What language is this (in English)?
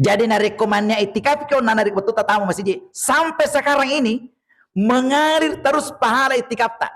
Buginese